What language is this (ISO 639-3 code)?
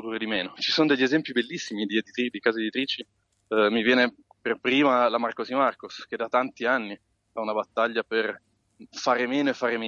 ita